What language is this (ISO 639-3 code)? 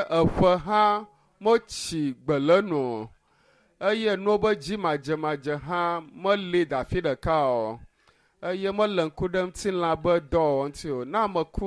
ewe